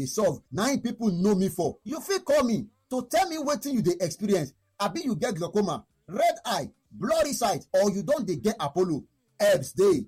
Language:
Nigerian Pidgin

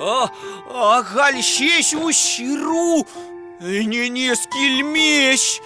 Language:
Chuvash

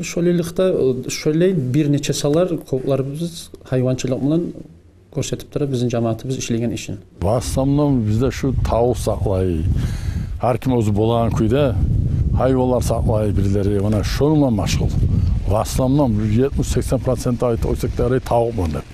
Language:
Kumyk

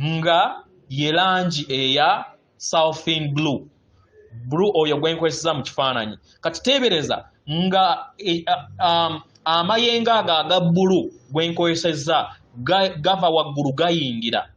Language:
Ganda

